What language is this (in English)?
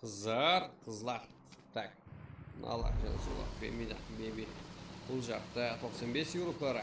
Kara-Kalpak